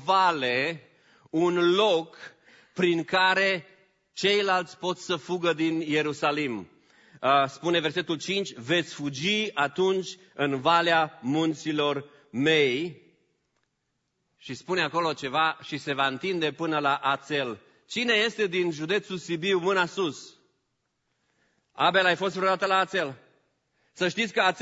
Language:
Romanian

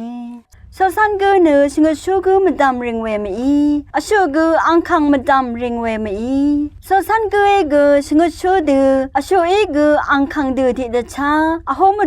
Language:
Rawang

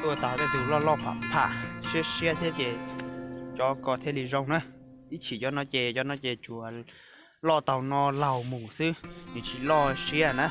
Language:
Hmong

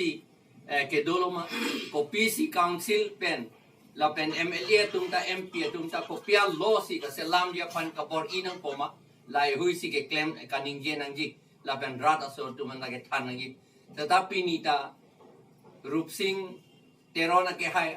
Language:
Karbi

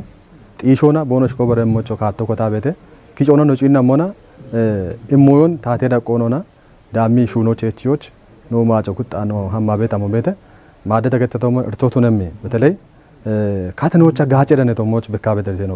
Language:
Kafa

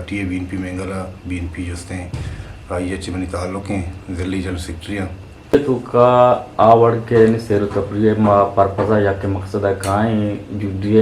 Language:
Eastern Balochi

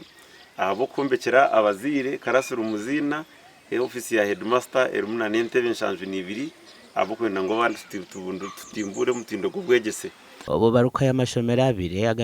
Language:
Nyankole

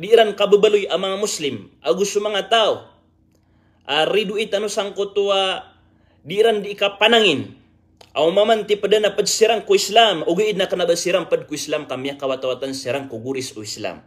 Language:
Maranao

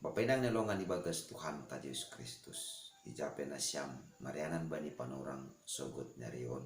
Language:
Batak Simalungun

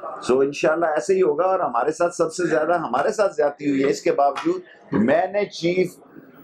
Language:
Urdu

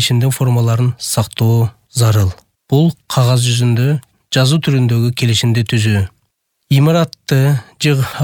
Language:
Kyrgyz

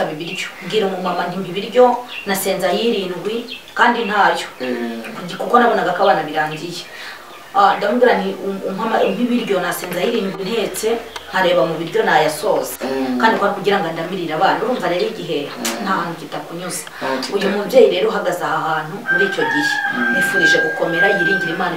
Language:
Kinyarwanda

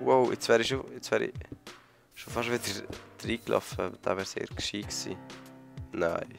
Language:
Swiss German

